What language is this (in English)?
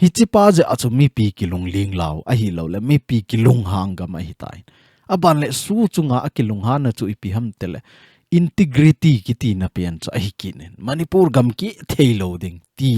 Thado Chin